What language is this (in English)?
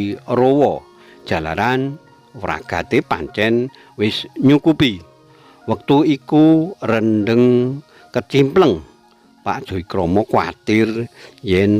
Javanese